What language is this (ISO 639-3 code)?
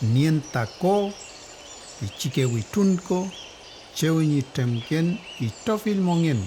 arn